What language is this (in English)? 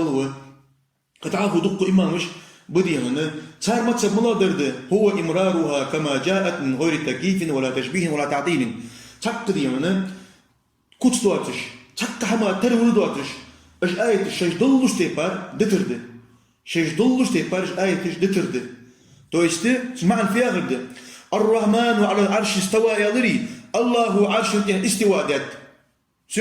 Ingush